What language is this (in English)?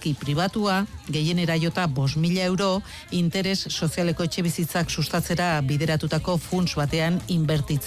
Basque